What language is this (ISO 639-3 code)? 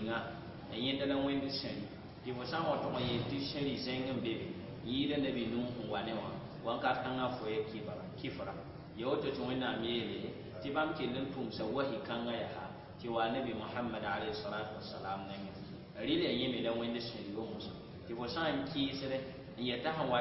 mos